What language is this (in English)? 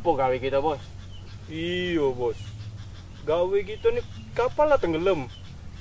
Musi